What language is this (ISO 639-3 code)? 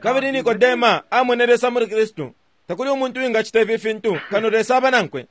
bem